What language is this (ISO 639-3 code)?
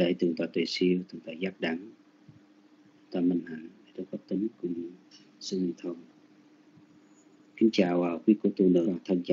vie